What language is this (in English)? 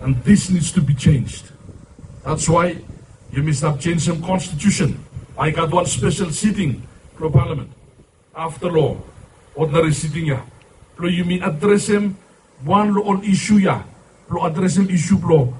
Bislama